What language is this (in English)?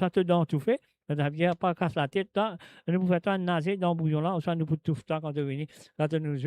Morisyen